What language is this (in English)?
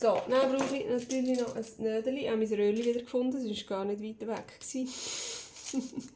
Swiss German